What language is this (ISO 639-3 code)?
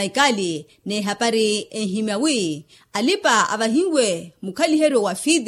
vmw